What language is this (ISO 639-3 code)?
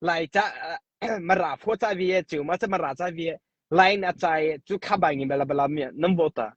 mrh